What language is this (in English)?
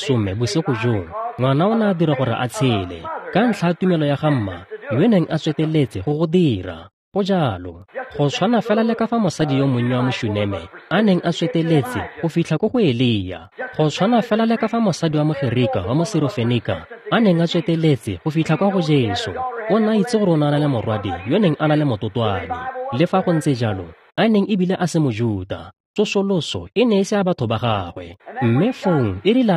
Tswana